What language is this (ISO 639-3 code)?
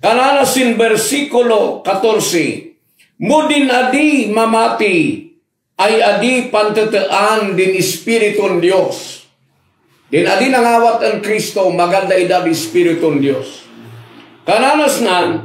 kne